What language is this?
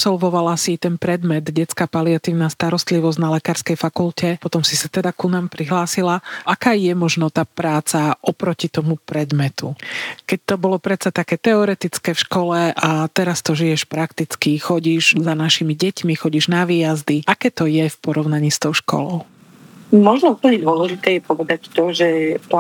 Slovak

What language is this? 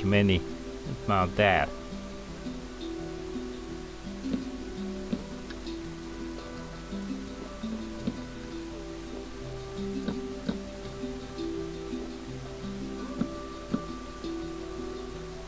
Finnish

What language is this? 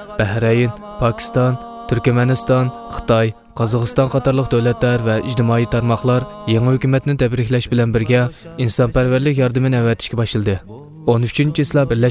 Uyghur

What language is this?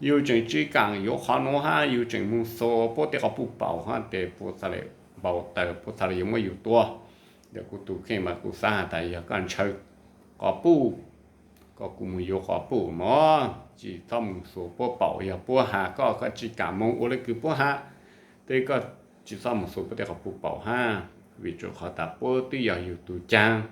Hmong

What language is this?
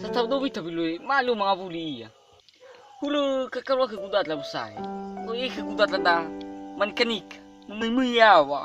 Nias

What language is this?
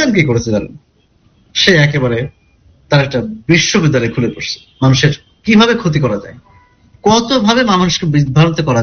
Bangla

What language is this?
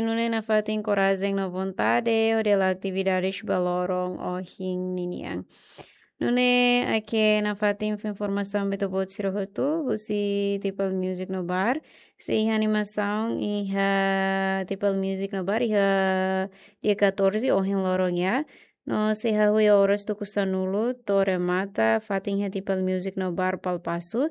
Tetum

